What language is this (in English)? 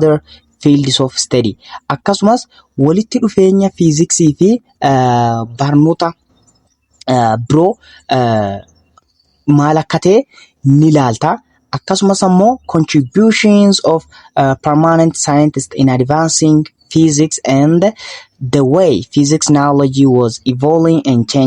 Oromo